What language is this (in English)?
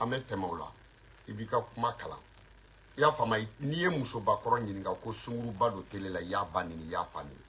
Bambara